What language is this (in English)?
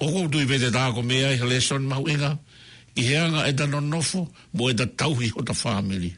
Tongan